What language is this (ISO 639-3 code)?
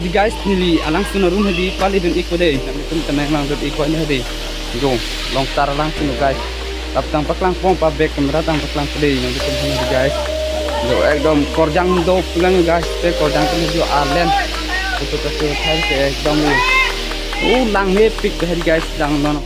mjw